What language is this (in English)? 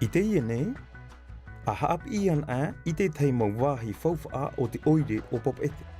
Tahitian